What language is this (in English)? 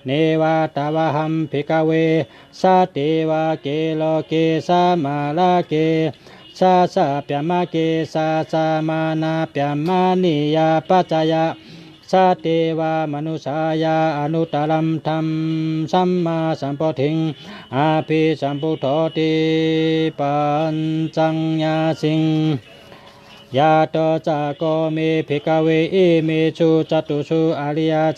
Shan